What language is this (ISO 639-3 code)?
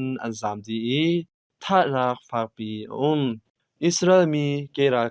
cnh